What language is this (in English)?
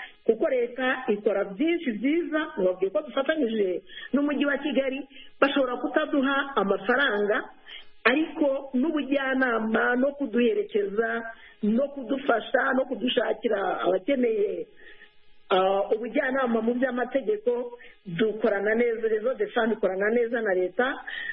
Kinyarwanda